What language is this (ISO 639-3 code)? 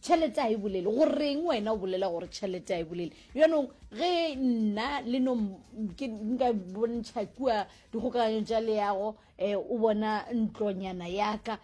nso